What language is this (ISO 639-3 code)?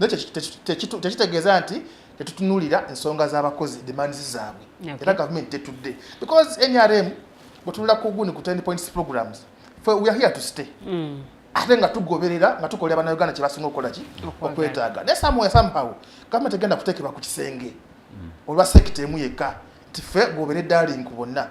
lug